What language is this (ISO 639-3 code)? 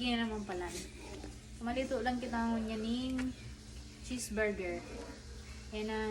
bik